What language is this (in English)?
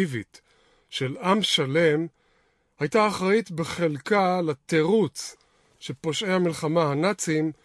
Hebrew